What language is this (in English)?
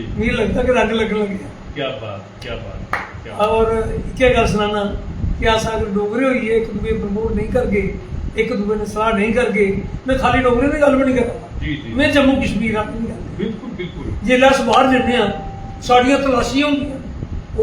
Dogri